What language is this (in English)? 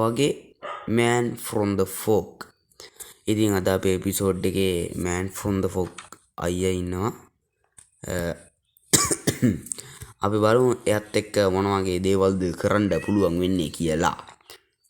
Sinhala